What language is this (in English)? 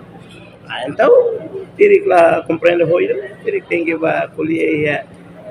Tetum